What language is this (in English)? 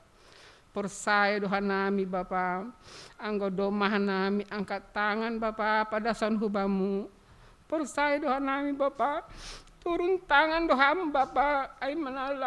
Batak Simalungun